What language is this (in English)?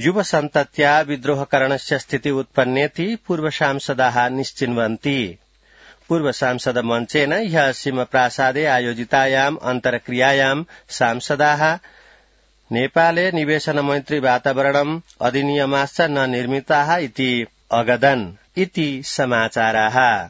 Sanskrit